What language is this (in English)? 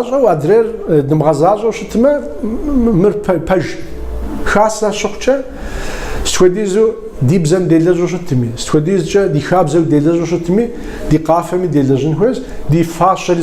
Kabardian